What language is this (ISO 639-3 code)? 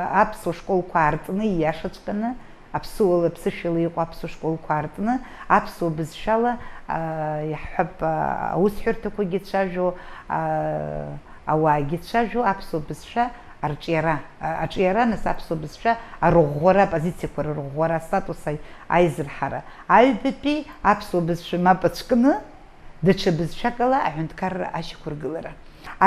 abk